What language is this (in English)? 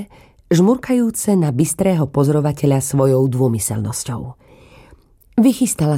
Slovak